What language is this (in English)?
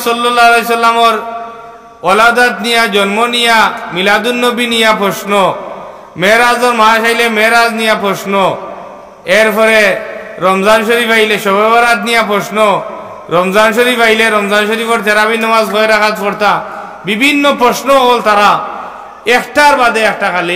Sylheti